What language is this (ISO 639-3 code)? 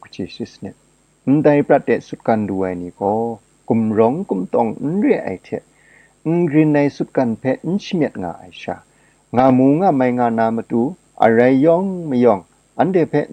kac